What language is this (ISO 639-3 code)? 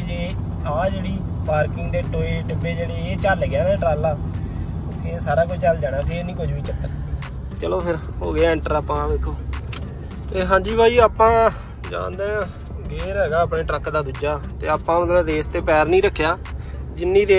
pan